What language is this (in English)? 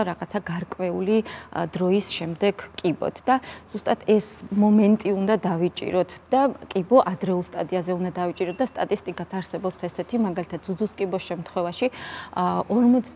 Georgian